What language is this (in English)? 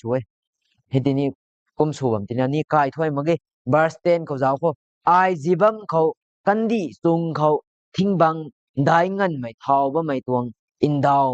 Rongmei Naga